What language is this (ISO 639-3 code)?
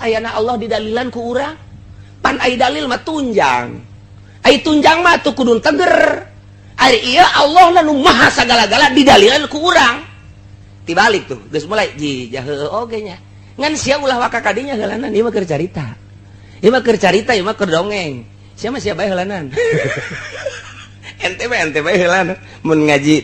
sun